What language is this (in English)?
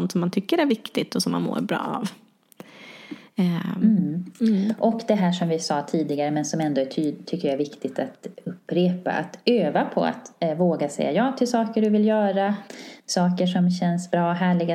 Swedish